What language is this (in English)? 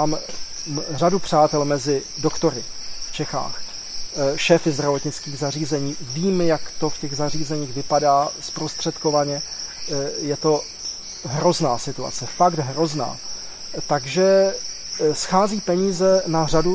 Czech